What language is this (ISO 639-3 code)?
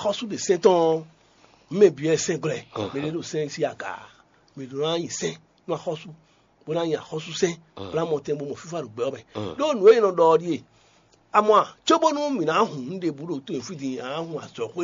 fon